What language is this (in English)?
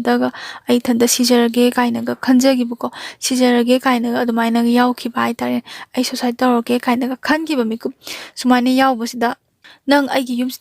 Manipuri